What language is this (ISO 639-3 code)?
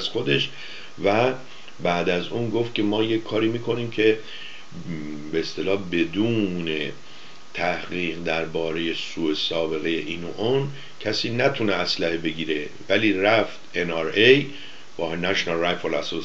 fas